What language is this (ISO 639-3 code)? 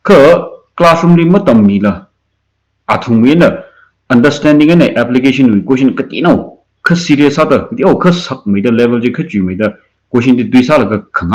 nmf